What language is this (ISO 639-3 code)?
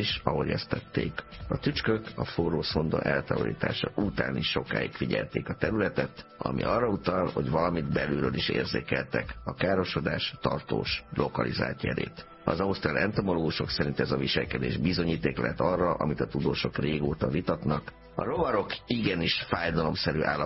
hun